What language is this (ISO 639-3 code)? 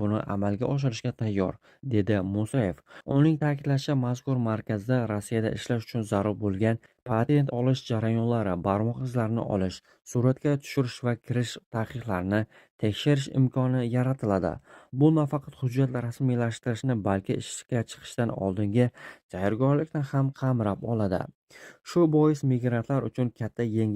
uzb